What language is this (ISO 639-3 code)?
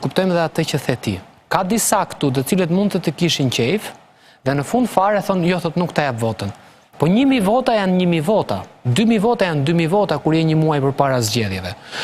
sqi